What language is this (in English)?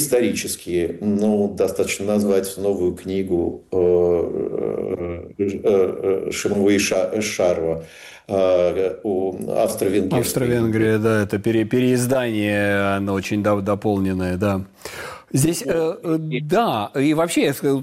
Russian